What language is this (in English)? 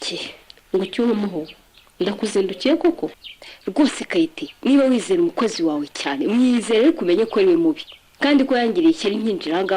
Kinyarwanda